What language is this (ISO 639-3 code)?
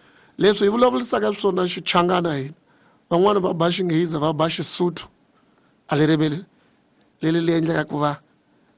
tso